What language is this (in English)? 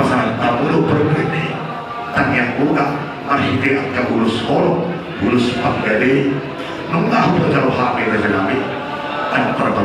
Batak Toba